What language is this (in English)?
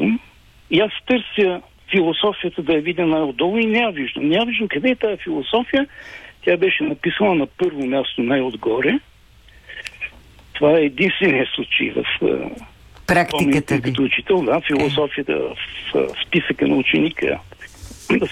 Bulgarian